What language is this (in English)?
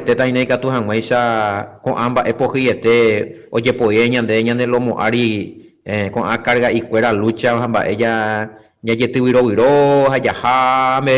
Guarani